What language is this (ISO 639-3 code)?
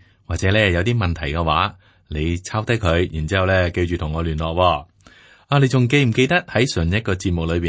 yue